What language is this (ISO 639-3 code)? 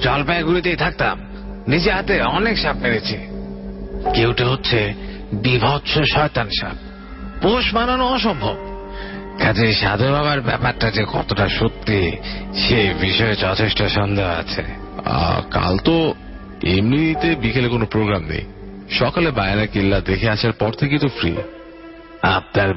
ben